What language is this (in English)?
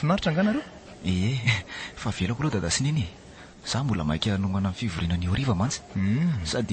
Malagasy